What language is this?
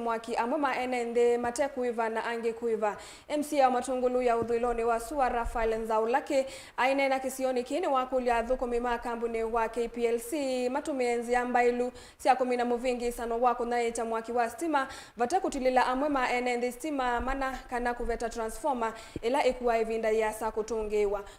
Kamba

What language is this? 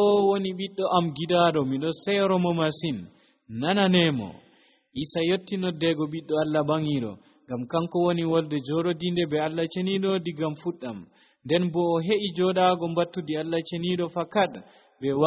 Nigerian Fulfulde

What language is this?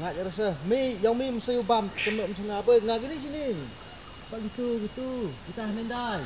Khasi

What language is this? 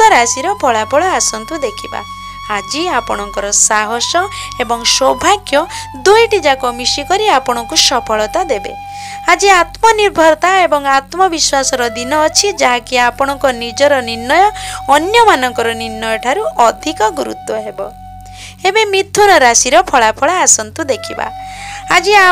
Odia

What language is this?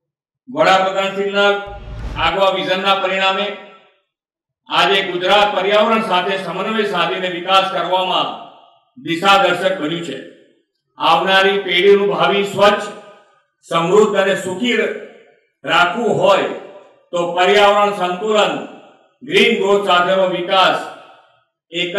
Gujarati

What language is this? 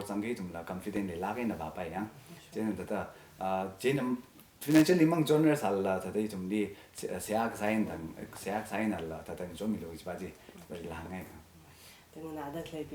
Tangkhul Naga (India)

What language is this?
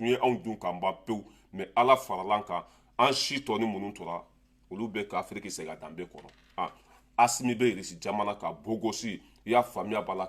Bambara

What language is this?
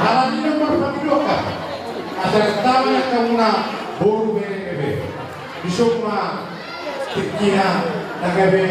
Batak Toba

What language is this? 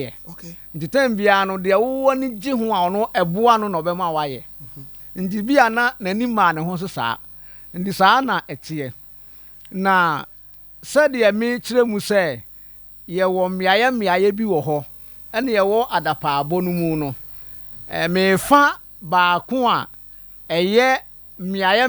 Akan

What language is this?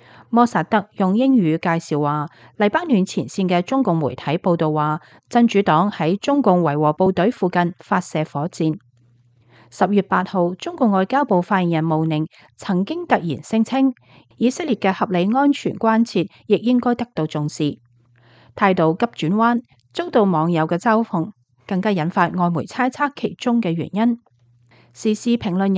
Cantonese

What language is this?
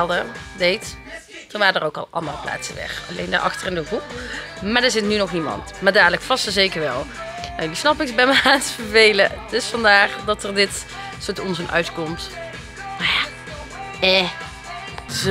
Dutch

